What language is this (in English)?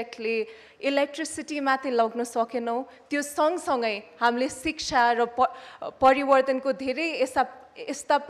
Nepali